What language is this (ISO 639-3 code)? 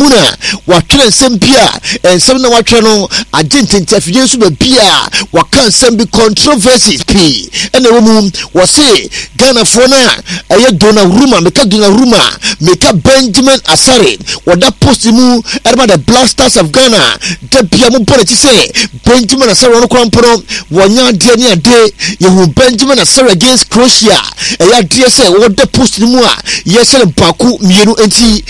aka